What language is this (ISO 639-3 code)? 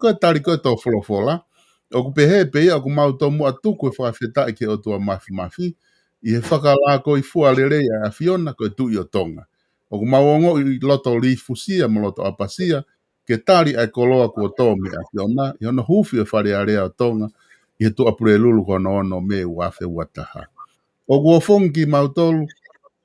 ton